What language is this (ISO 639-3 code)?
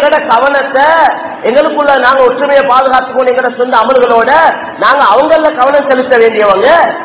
tam